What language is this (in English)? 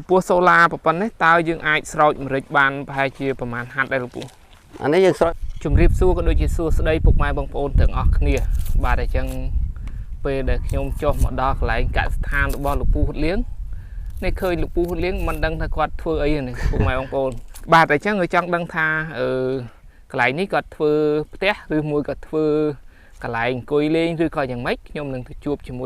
Khmer